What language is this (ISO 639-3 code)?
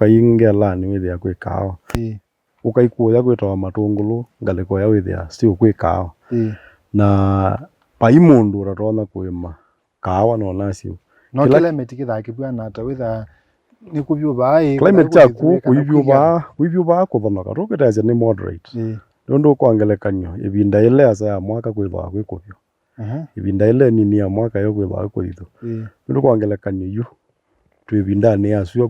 kam